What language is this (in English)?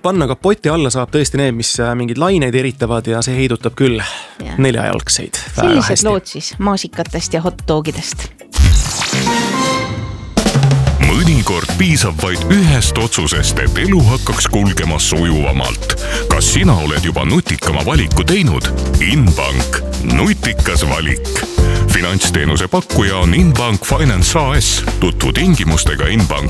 Estonian